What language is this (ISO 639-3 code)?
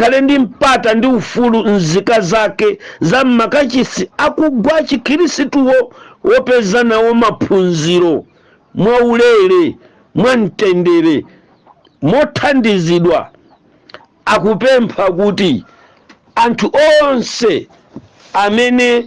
nya